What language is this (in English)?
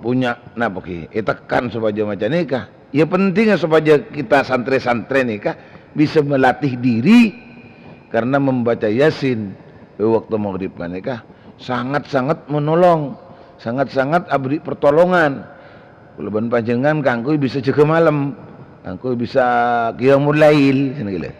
Madurese